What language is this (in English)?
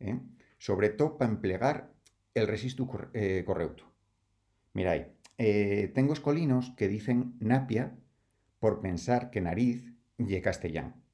Asturian